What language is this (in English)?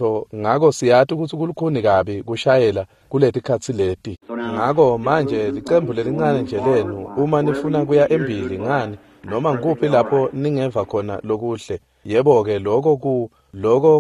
Swati